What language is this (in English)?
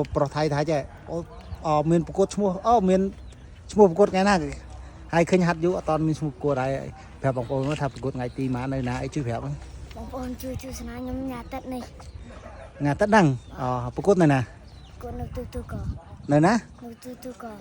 Khmer